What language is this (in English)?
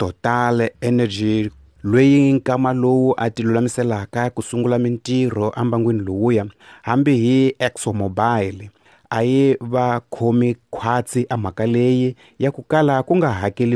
Tsonga